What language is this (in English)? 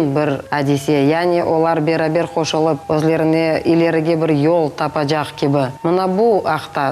Crimean Tatar